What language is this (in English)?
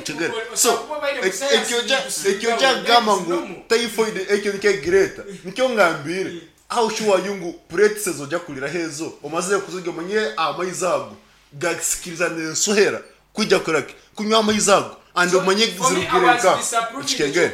Nyankole